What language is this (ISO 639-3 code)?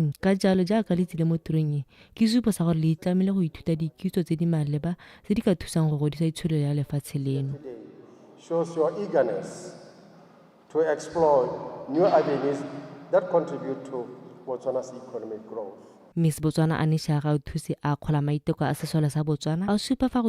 tsn